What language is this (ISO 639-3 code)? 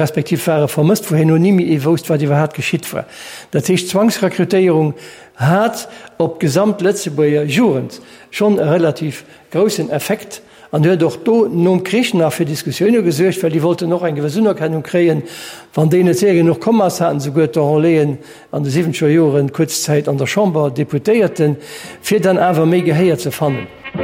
ltz